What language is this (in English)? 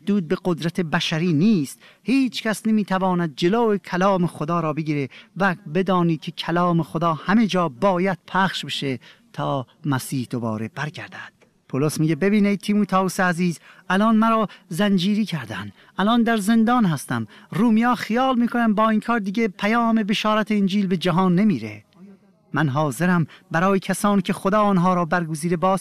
Persian